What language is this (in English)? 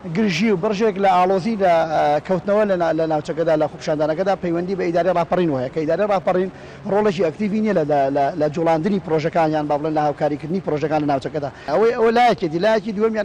Central Kurdish